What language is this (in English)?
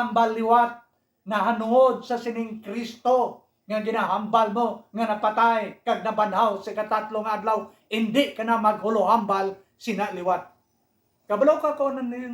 Hiligaynon